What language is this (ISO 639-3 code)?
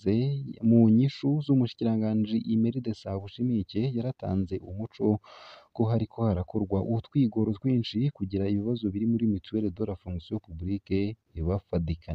run